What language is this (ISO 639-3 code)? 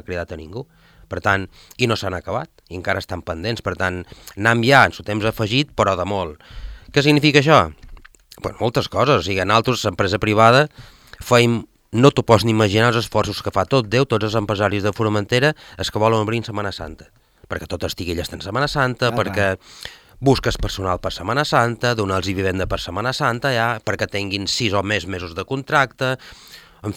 cat